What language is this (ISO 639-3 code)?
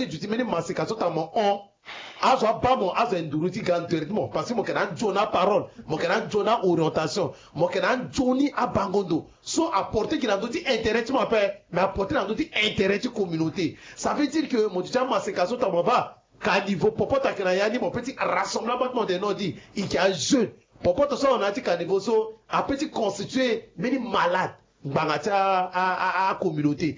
sag